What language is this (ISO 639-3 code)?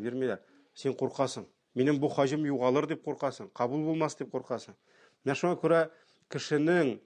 tat